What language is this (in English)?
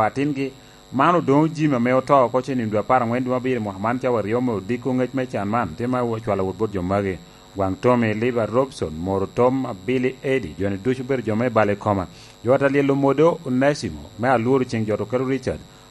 Lango (Uganda)